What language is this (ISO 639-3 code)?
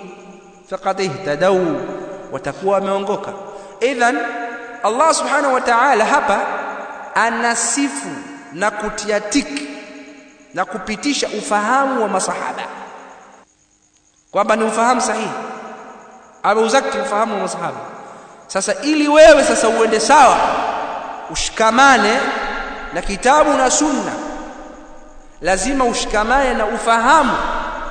swa